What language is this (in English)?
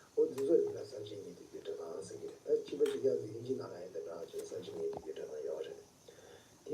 Tibetan